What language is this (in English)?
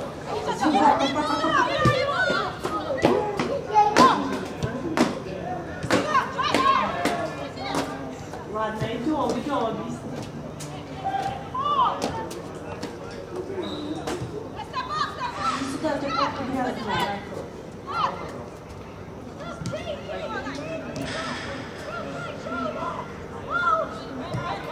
Hebrew